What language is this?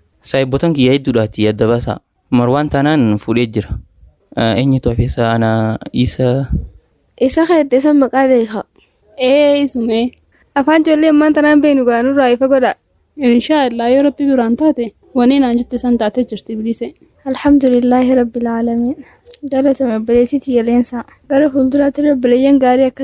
Oromo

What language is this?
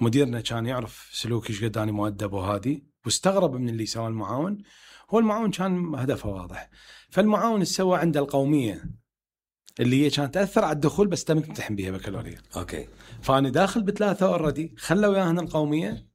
Mesopotamian Arabic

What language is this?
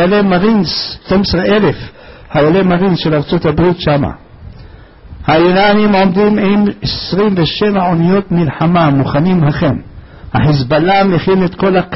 Hebrew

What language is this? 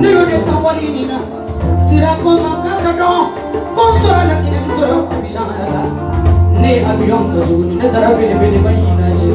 Bambara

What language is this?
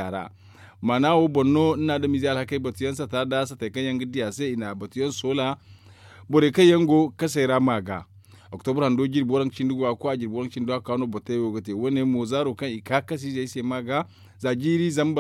Zarma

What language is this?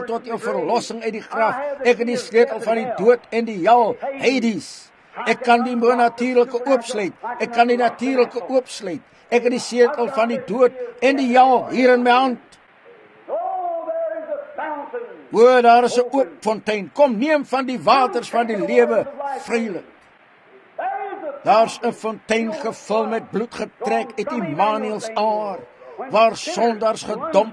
Afrikaans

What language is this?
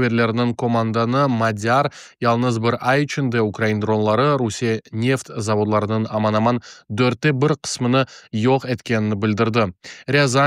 Crimean Tatar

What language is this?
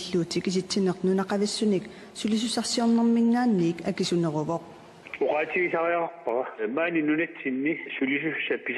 Kalaallisut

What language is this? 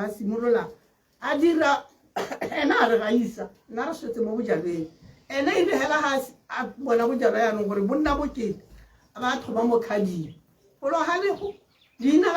Tswana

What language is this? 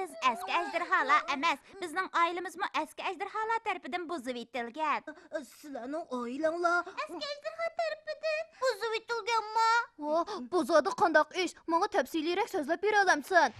Uyghur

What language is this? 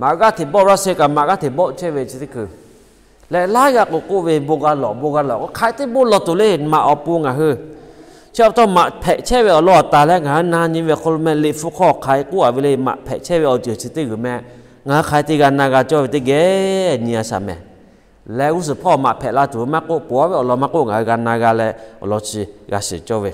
Lahu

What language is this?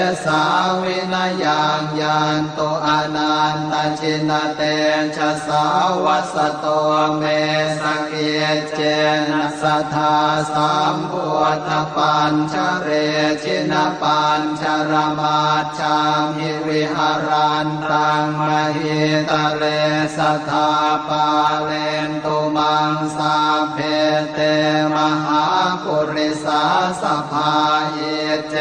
Pali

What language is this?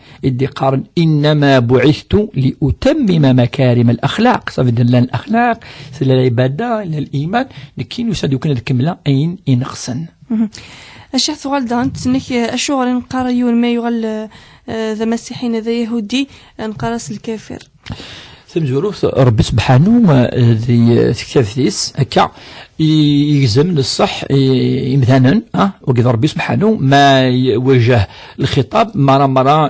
Kabyle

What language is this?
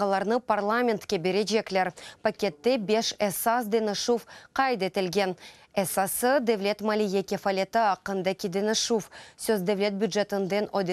Crimean Tatar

